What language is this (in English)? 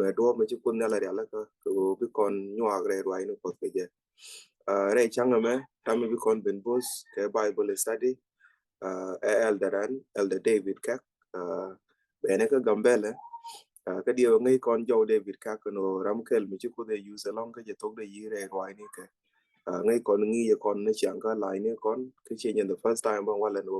Nuer